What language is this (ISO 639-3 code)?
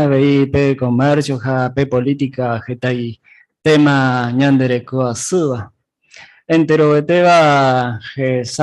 grn